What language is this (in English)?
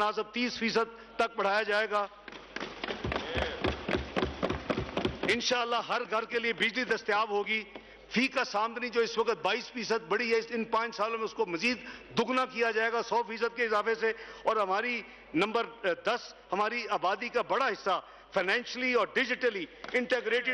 Urdu